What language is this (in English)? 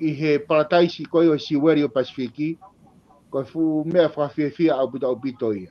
Tongan